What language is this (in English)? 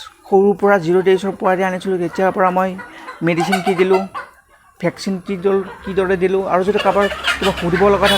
Assamese